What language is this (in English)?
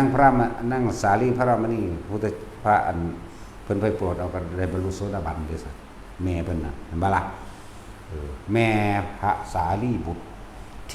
Northeastern Thai